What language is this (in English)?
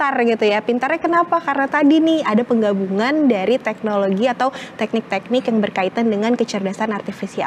Indonesian